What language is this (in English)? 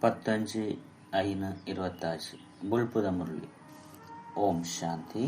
Tulu